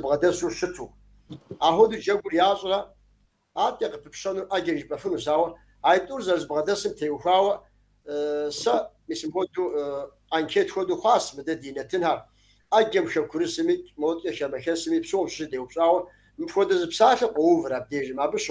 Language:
Kabardian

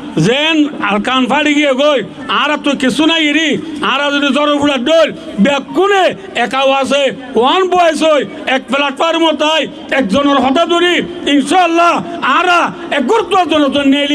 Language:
Rohingya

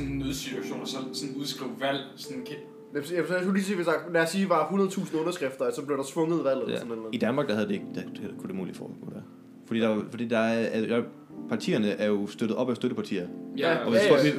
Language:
Danish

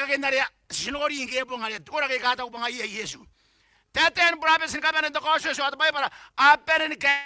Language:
Gilbertese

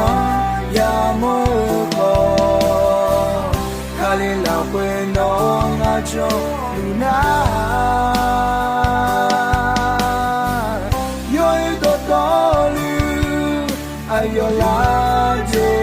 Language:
Akha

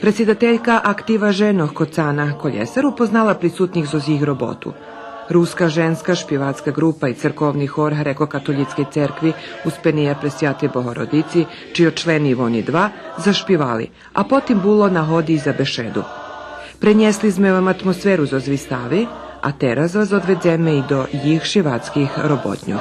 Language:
Rusyn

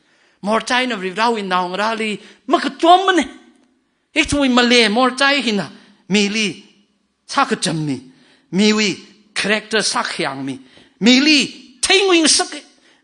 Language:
Tangkhul Naga (India)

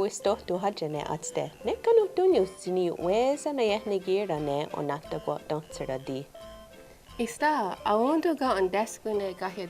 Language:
Mohawk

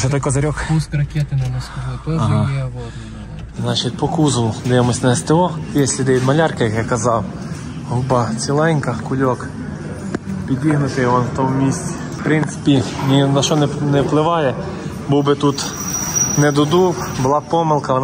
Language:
Ukrainian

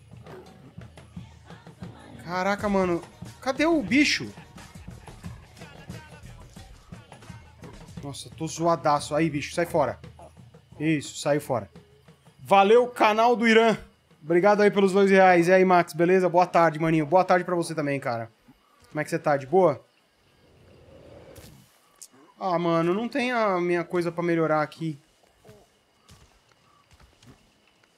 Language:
Portuguese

